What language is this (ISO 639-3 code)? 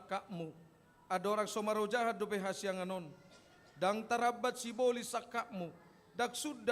bbc